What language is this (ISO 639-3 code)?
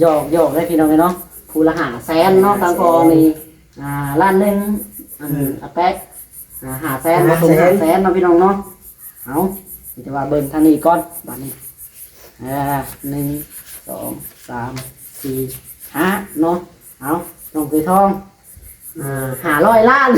lao